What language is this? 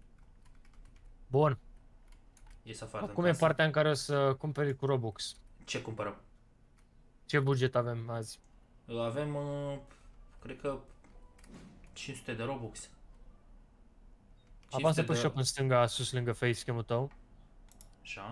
Romanian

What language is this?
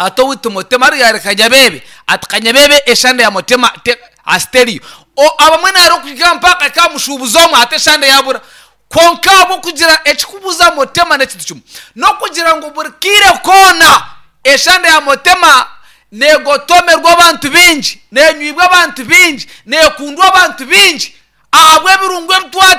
Nyankole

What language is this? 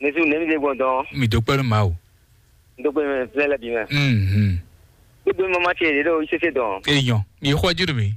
Fon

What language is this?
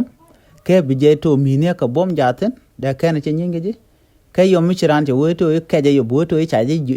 Nuer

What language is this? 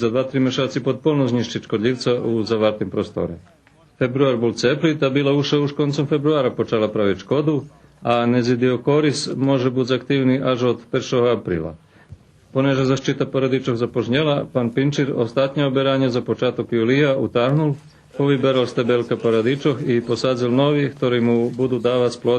Rusyn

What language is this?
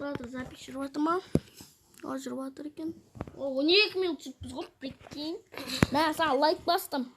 Kazakh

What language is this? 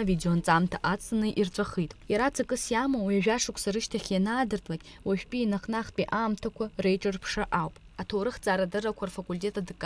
Abkhazian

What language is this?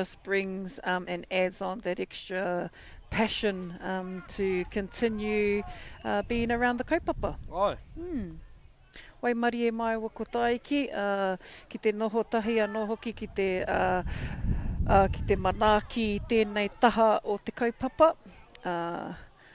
Māori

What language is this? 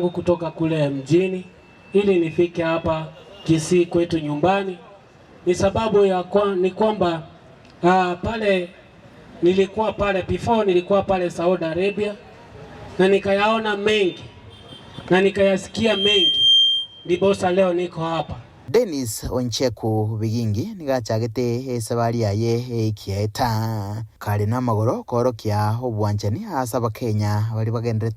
Gusii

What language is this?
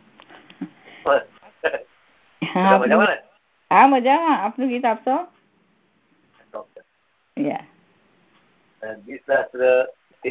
Gujarati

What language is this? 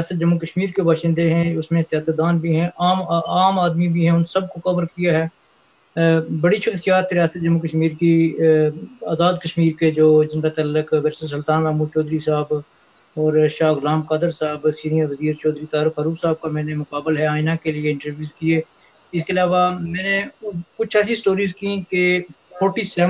Urdu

